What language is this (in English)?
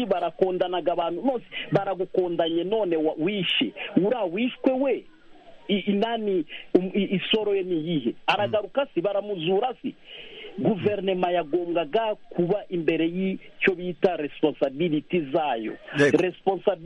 Kinyarwanda